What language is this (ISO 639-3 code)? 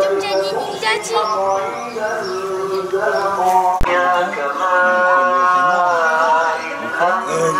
msa